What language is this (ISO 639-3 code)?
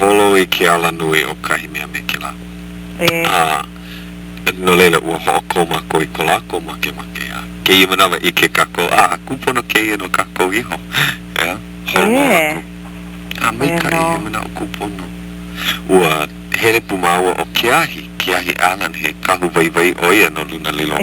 haw